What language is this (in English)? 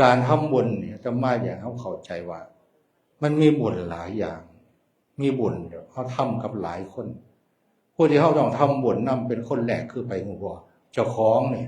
Northeastern Thai